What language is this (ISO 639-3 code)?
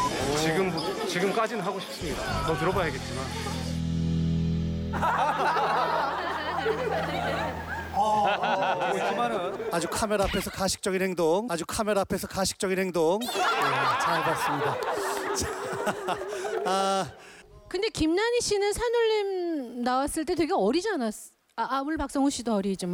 kor